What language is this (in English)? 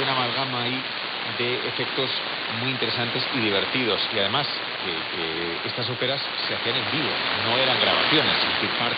Spanish